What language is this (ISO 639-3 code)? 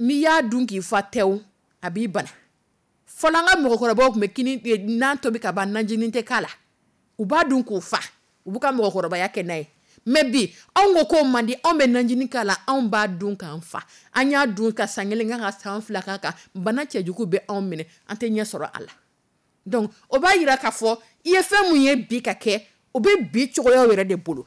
dyu